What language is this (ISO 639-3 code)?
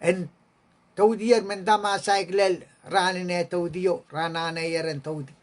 pon